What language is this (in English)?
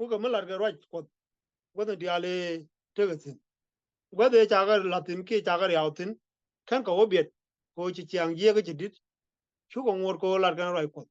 Nuer